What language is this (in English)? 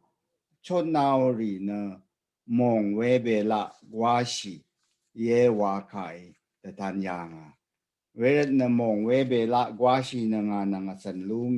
Rawang